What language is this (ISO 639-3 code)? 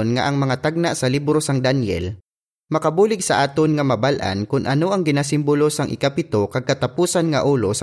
hil